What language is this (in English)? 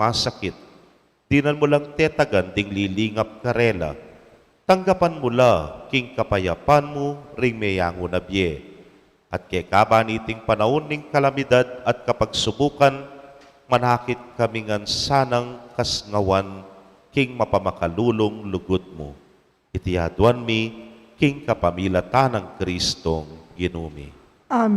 Pampanga